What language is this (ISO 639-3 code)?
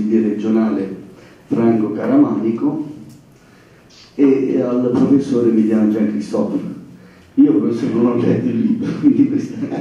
ita